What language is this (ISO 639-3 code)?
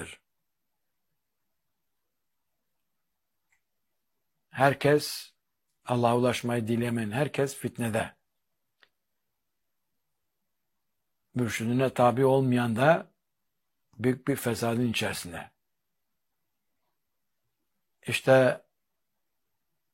tur